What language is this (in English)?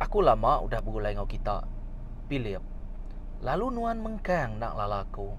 Iban